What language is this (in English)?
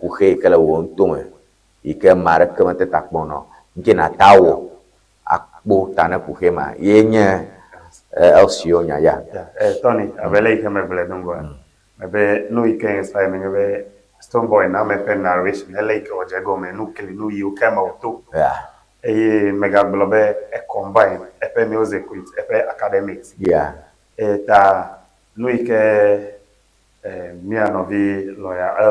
Ewe